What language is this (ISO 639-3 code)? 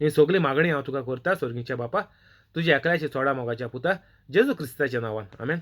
kok